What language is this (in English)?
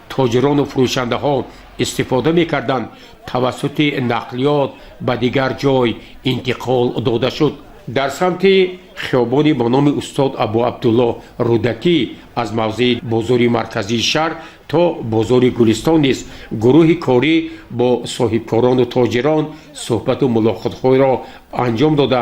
Tajik